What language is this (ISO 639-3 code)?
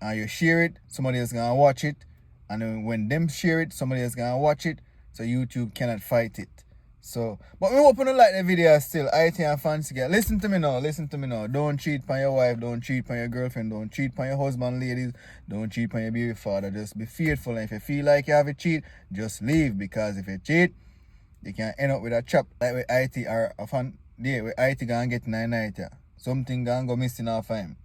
jam